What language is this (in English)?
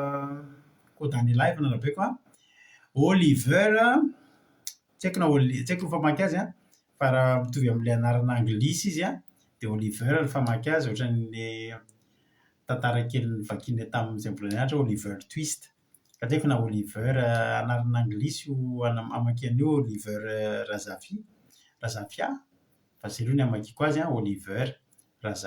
Malagasy